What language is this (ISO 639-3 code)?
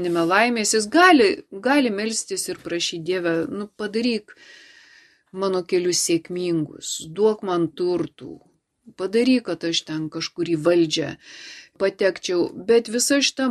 lit